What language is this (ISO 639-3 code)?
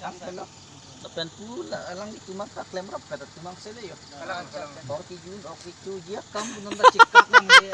mjw